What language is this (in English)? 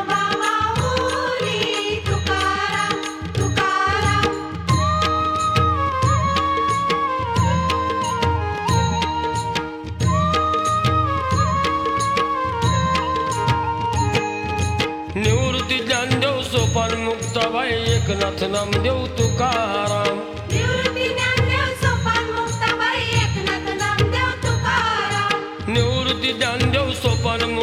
Marathi